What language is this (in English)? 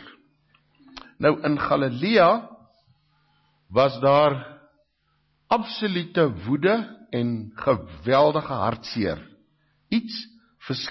Afrikaans